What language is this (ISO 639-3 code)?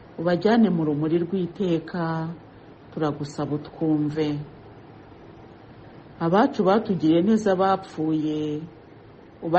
kin